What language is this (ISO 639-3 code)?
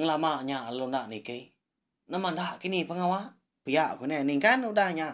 iba